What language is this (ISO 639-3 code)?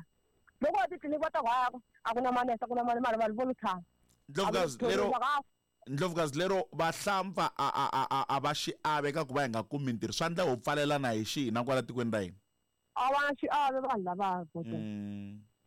tso